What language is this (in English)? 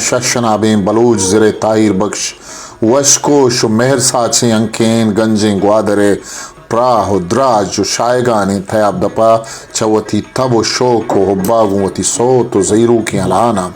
Eastern Balochi